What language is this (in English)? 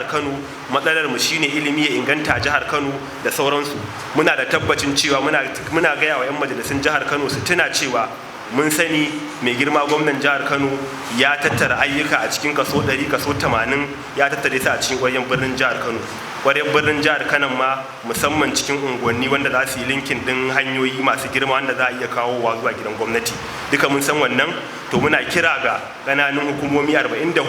Hausa